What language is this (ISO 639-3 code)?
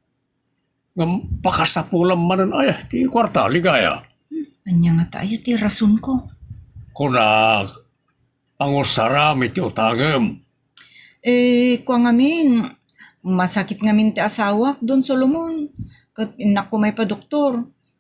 ilo